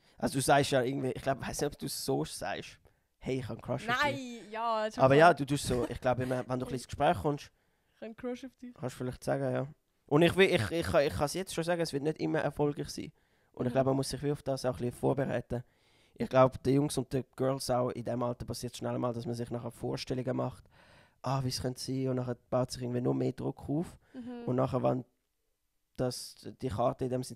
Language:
Swiss German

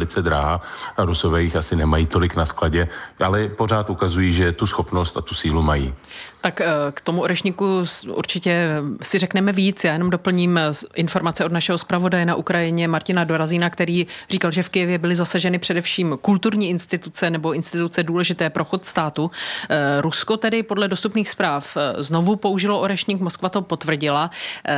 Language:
Czech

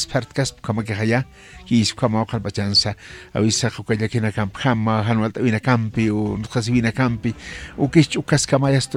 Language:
Aymara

